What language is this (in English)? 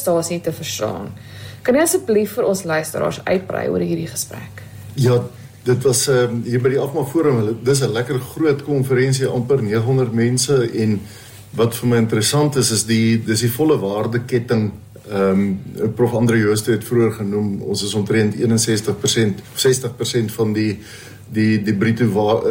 Afrikaans